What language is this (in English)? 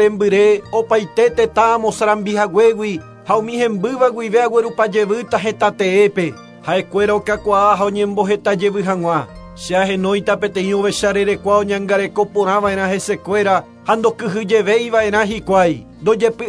Guarani